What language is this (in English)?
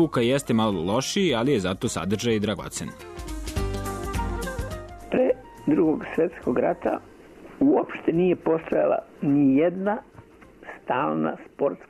Serbian